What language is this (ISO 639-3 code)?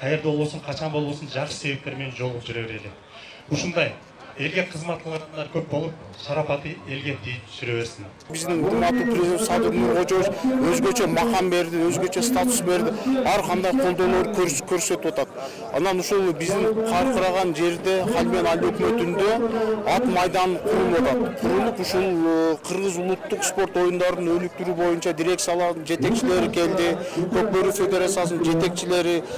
kir